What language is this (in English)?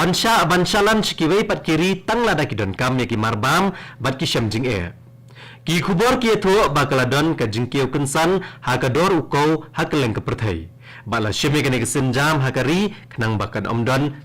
Khasi